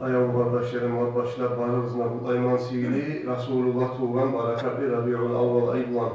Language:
Kumyk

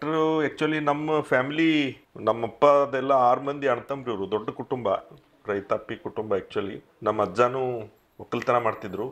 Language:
Kannada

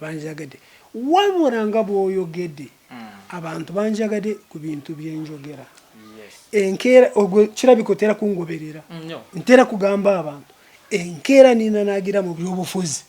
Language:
Ganda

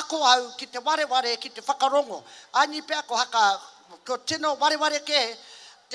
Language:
Māori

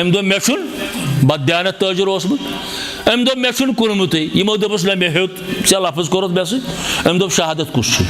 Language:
Kashmiri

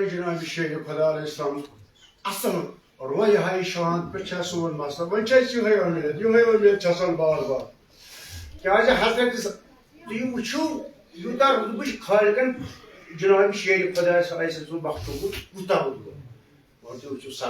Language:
Kashmiri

